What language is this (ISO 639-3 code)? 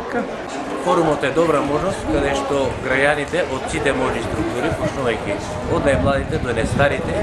mkd